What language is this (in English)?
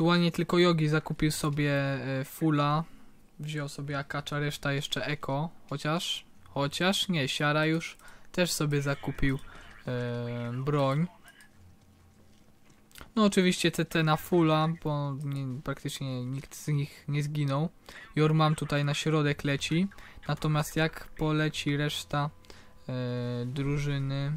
Polish